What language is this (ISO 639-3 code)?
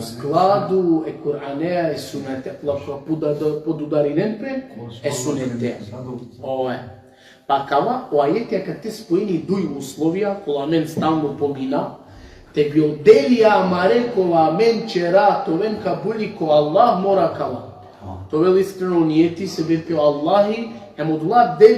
rmn